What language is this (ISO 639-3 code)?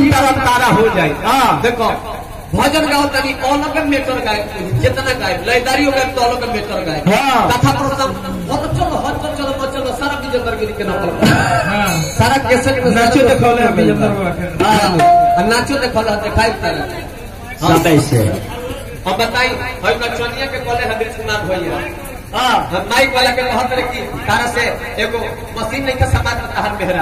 bho